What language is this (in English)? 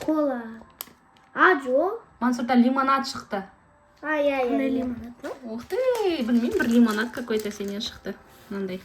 Kazakh